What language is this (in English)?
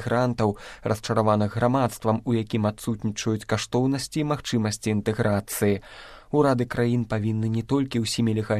Belarusian